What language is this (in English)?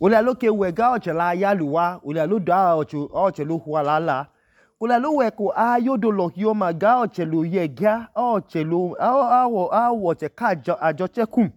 Idoma